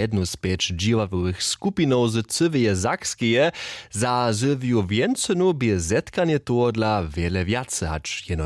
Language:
Upper Sorbian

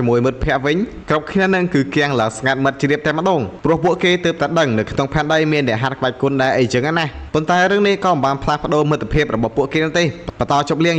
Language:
Khmer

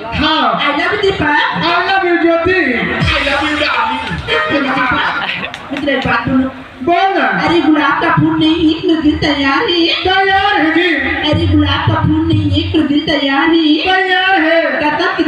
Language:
Chhattisgarhi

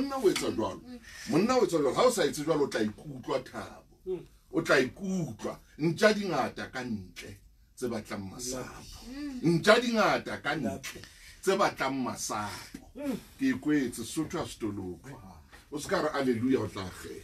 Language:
Southern Sotho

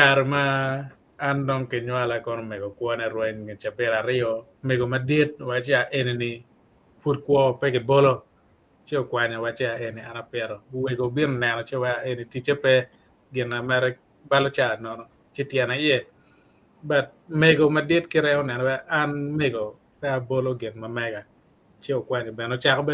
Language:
Acoli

